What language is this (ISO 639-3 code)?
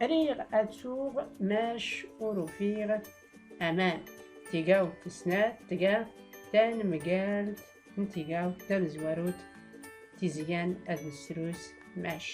shi